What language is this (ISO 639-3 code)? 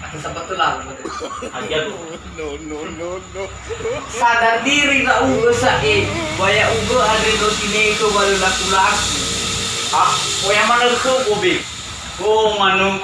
nia